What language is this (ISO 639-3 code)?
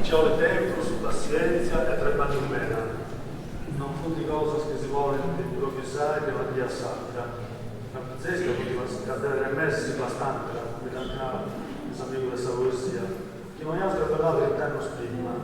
srd